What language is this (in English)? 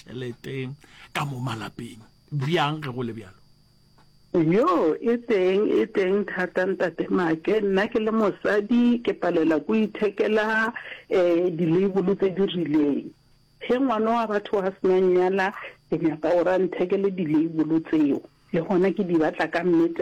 Northern Sotho